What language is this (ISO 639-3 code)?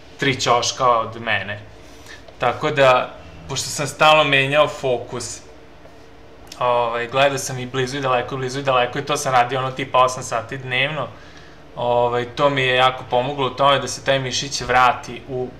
srp